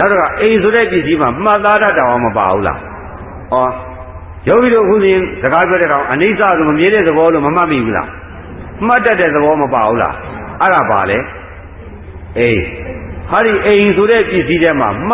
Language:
Burmese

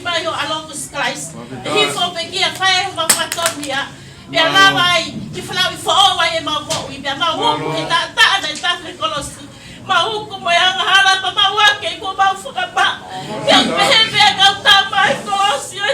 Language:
Tongan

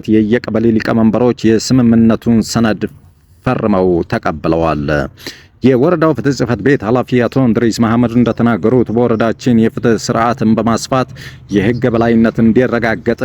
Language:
Amharic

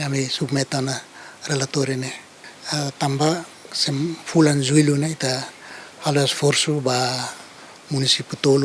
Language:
Tetum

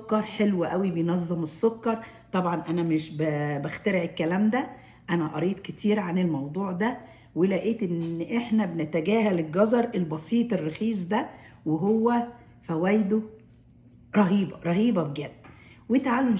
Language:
Egyptian Arabic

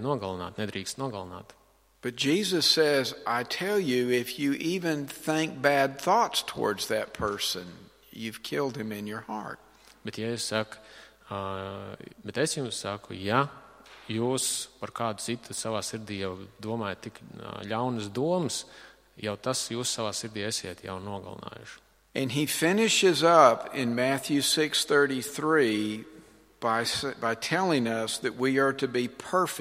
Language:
Latvian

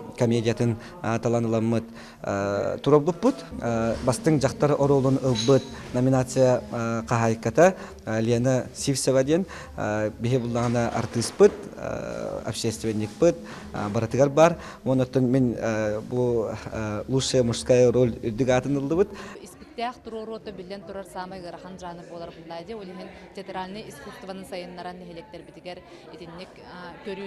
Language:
Yakut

